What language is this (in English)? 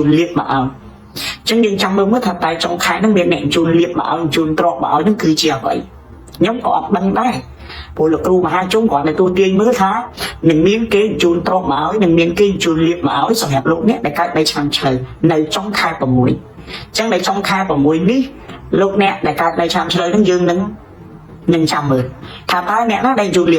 Khmer